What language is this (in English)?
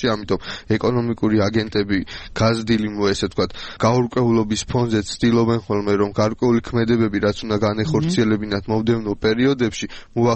Georgian